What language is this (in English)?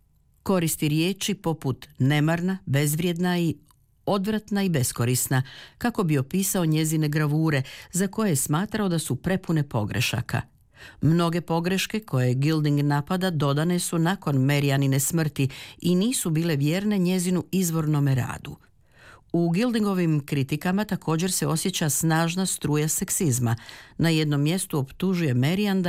Croatian